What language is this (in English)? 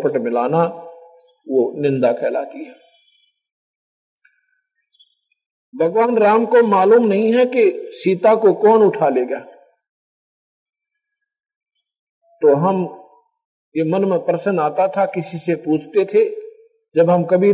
Hindi